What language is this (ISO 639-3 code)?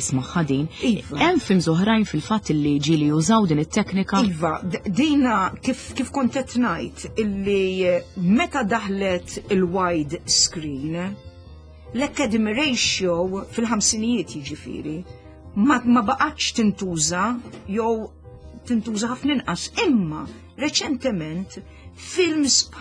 mlt